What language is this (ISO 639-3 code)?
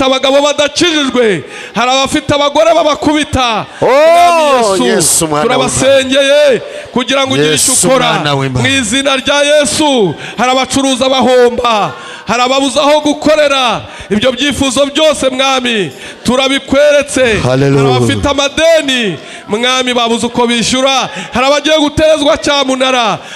kin